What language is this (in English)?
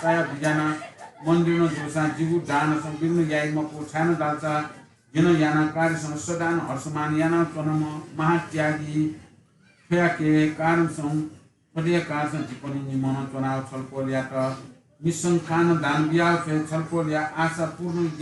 Newari